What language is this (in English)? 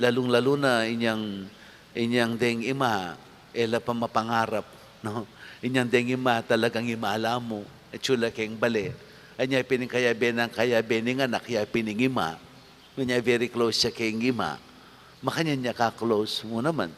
Pampanga